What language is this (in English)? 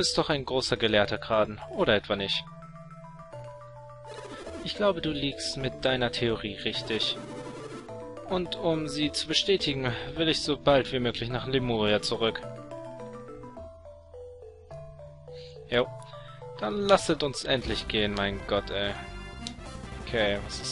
German